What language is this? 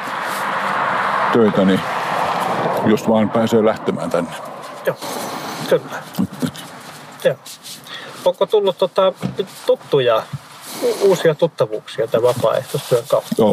Finnish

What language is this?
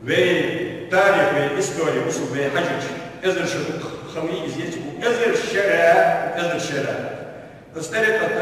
Ingush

